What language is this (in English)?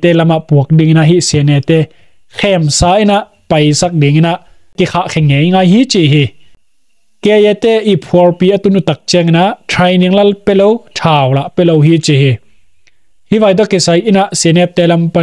Tedim Chin